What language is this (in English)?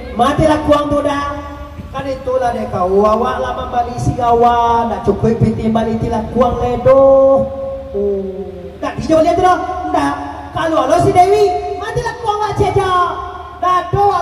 Minangkabau